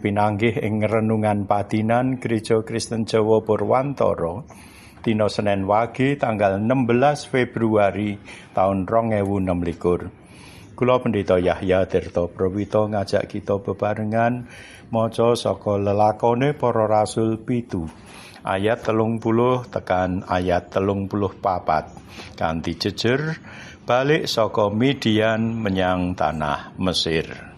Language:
Javanese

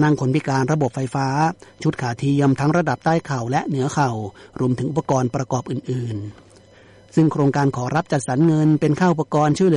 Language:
Thai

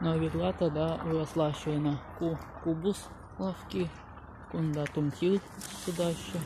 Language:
Chuvash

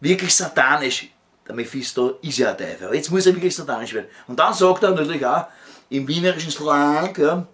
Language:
Bavarian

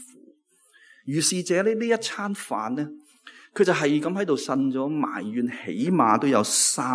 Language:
Cantonese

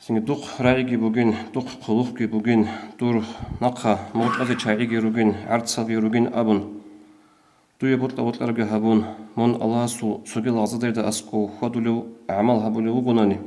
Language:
Avaric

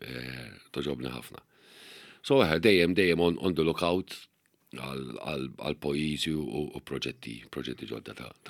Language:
Maltese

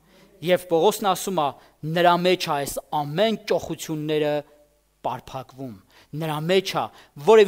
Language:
Armenian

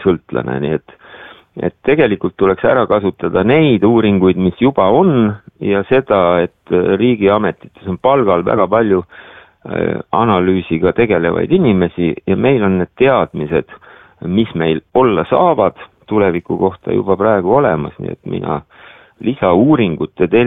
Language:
Estonian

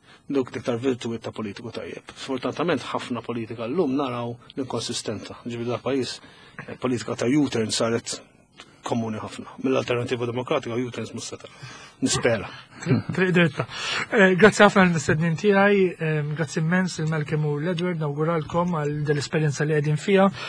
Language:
Maltese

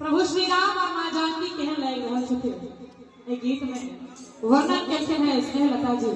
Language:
Maithili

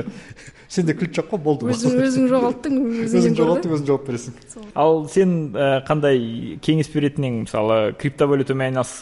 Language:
Kazakh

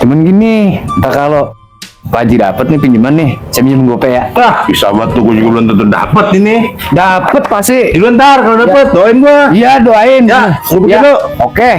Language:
Betawi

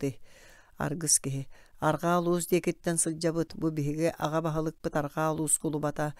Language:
Yakut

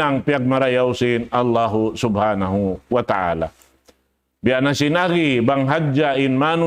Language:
Tausug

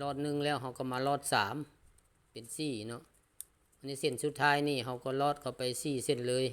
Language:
Lao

